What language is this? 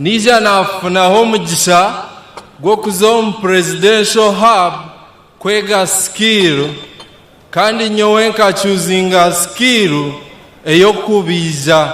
Nyankole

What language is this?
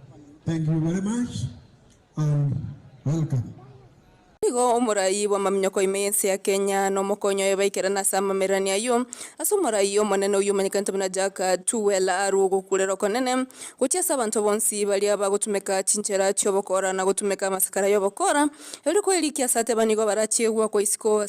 Gusii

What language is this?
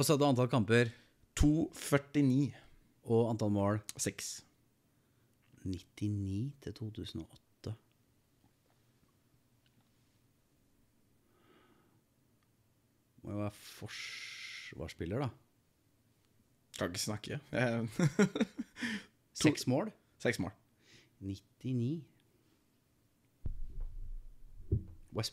Norwegian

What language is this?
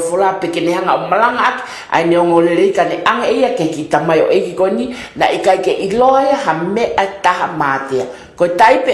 Tongan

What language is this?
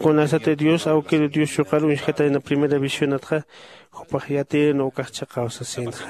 Aymara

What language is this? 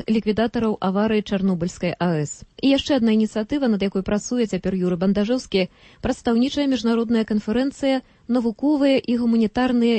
Belarusian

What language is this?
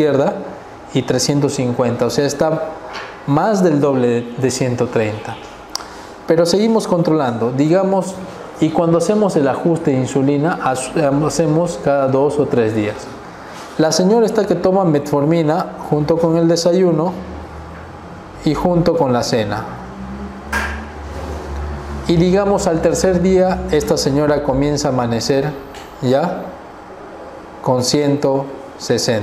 Spanish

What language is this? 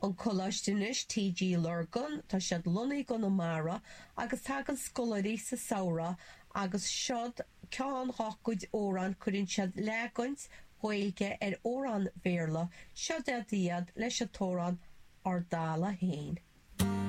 Irish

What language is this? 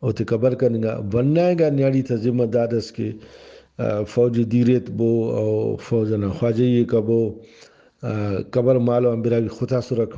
Brahui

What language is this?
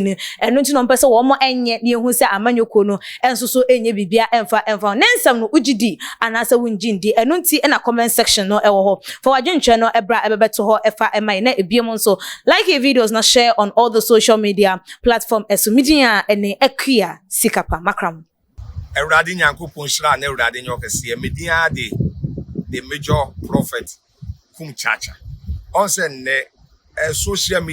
Akan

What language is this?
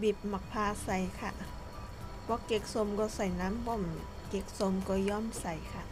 Shan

